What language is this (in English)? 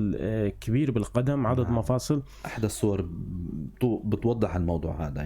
North Levantine Arabic